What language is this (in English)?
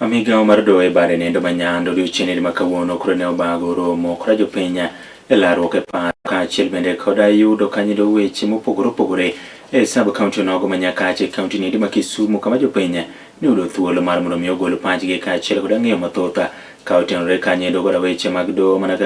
Luo (Kenya and Tanzania)